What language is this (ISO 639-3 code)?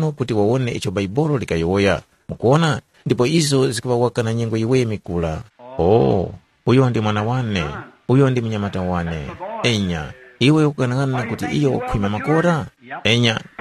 tum